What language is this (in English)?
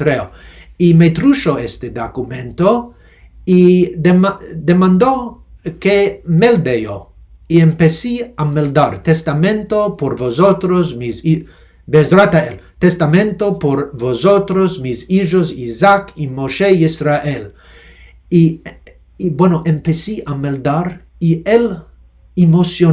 Ladino